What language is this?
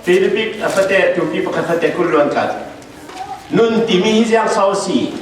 Falam Chin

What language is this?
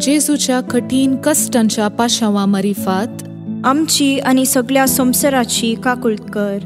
Konkani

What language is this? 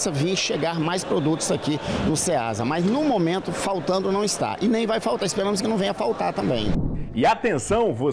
Portuguese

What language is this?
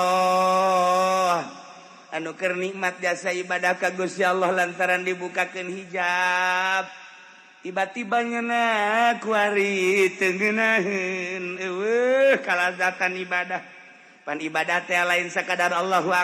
Sundanese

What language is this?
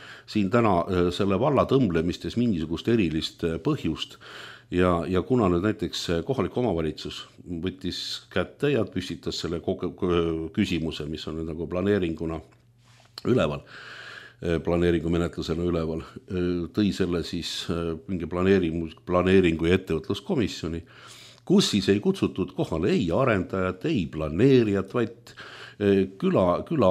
Estonian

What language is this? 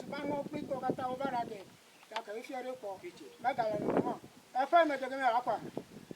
Ewe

